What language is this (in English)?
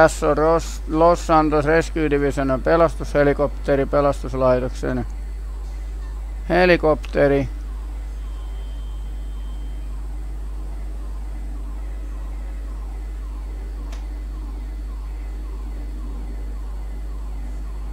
Finnish